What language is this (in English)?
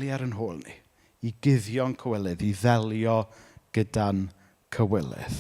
Welsh